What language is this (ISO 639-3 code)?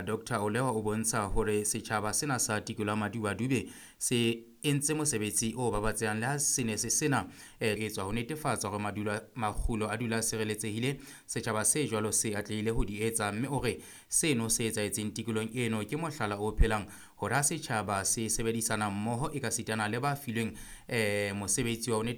sot